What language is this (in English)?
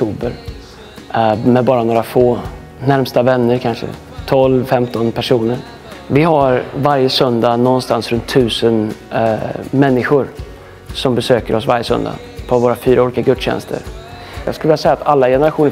Swedish